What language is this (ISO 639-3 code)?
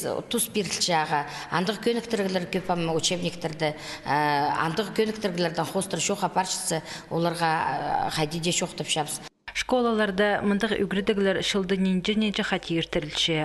kjh